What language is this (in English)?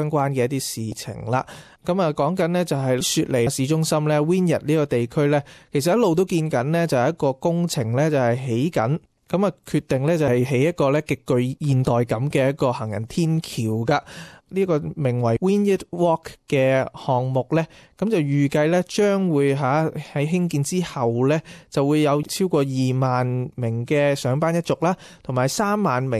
Cantonese